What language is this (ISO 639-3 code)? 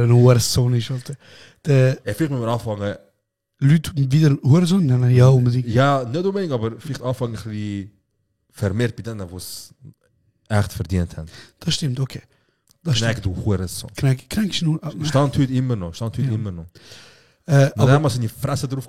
gsw